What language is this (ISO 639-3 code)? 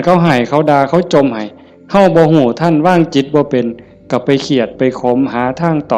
tts